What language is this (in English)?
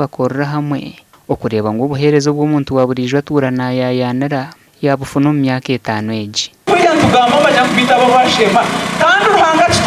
Nyankole